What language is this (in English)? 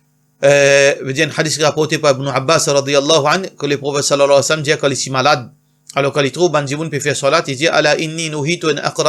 Morisyen